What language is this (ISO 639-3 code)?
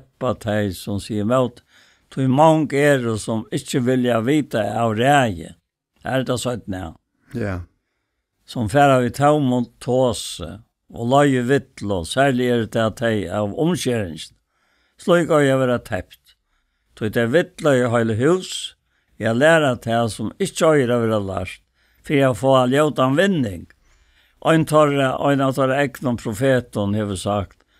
fao